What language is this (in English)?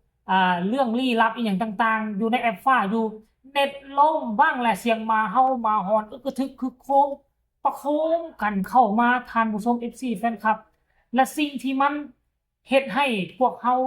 Northeastern Thai